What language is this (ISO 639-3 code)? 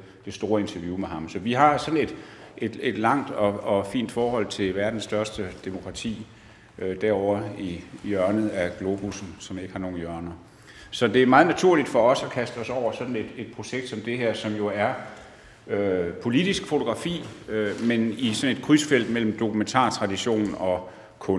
dan